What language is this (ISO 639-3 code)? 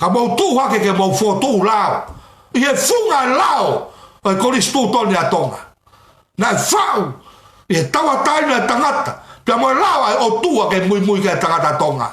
ton